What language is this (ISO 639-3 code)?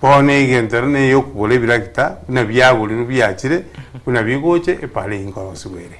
guz